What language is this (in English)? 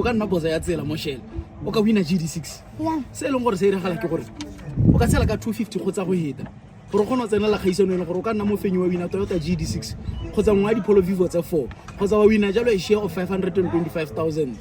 Tswana